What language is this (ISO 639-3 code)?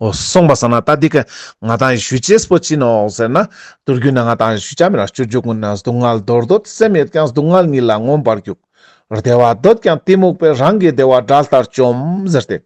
lbj